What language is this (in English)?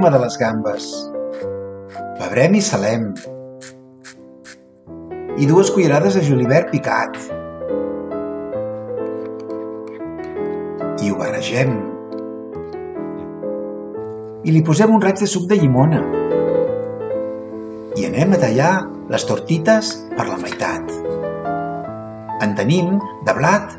Catalan